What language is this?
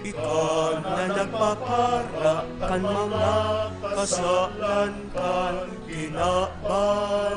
Bikol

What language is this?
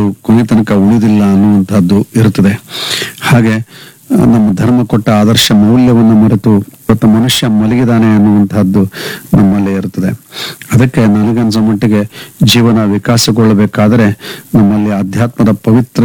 Kannada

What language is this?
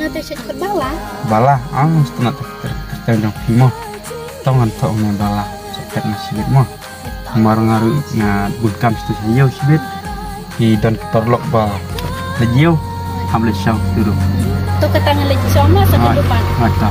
Khasi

